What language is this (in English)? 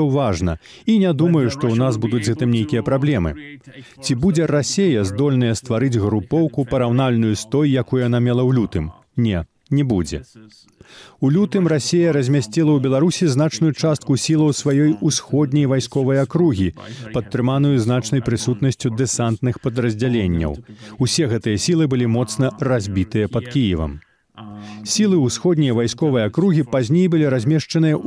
Belarusian